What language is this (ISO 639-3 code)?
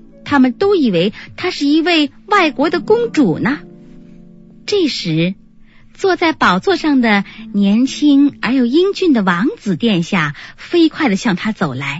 zho